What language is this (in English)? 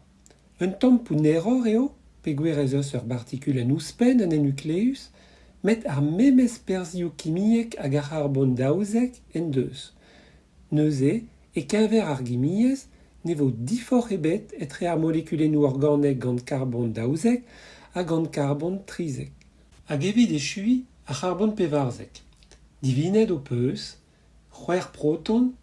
Breton